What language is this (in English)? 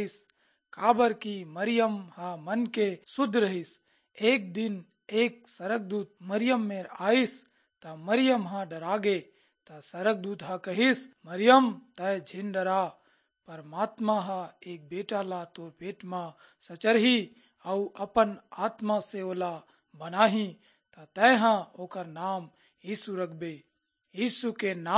Chhattisgarhi